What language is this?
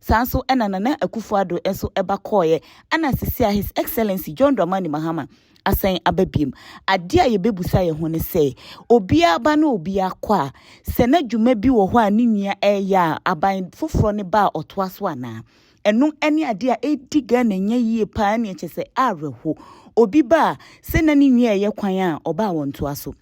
Akan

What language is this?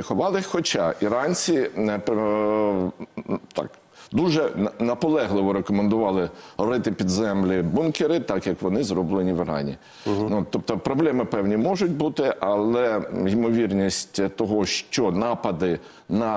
Ukrainian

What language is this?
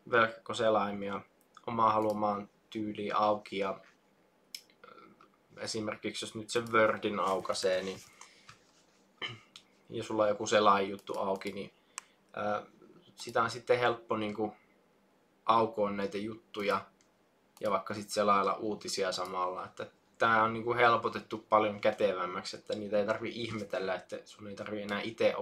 Finnish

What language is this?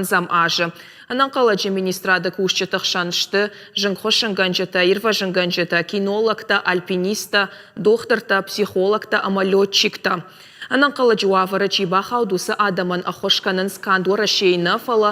Ossetic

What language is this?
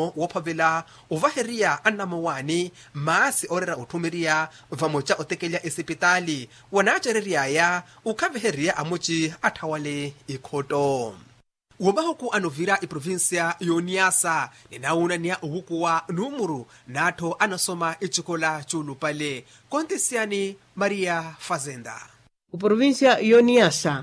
Makhuwa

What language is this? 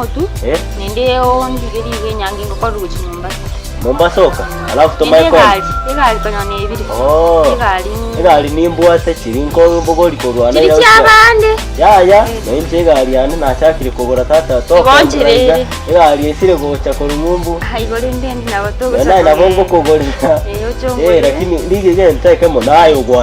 Gusii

